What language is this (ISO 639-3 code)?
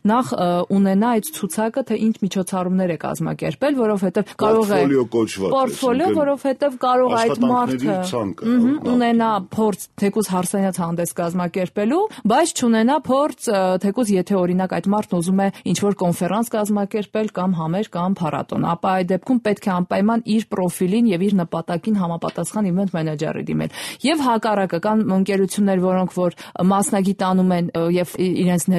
hye